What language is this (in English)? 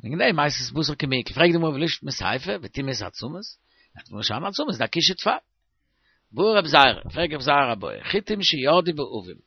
Yiddish